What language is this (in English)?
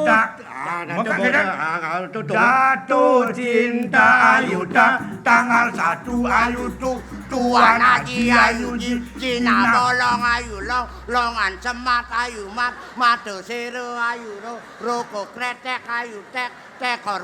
Balinese